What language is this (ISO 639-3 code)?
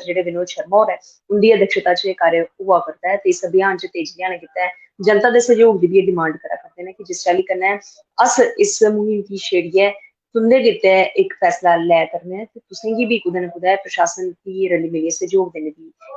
doi